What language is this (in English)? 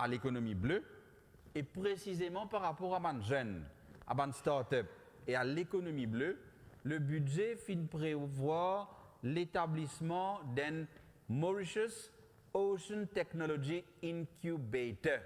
Morisyen